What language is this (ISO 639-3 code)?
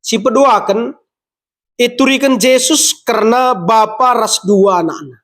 btx